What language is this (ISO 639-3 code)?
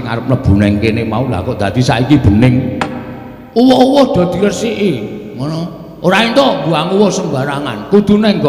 jav